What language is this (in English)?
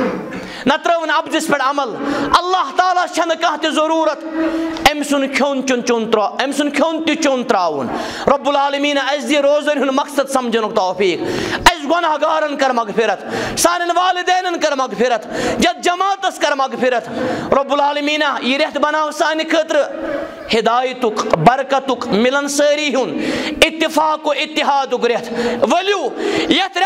Kashmiri